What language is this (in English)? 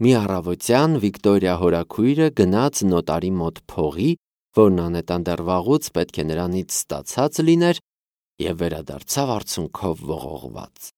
Armenian